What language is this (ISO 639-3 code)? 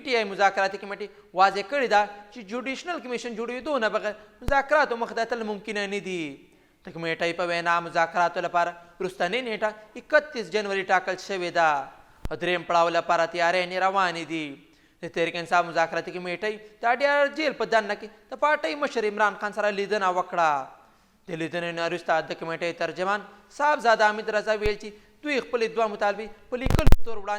pus